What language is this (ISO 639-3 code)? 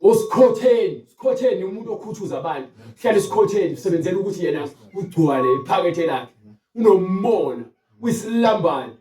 zul